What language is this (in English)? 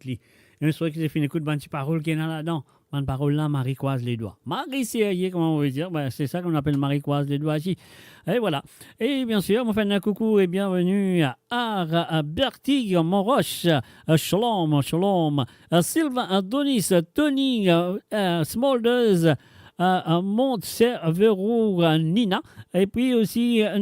Morisyen